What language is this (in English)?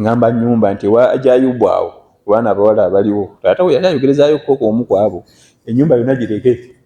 Ganda